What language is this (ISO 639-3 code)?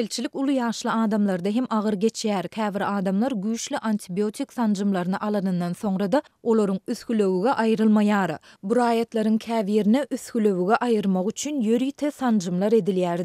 tuk